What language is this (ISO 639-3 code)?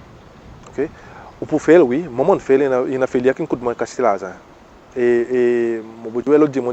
crs